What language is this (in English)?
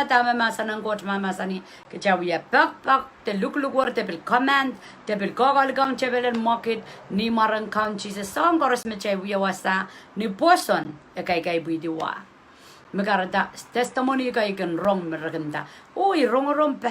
Pohnpeian